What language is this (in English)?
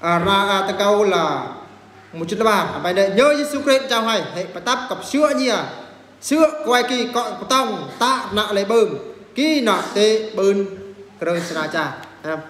Eastern Bru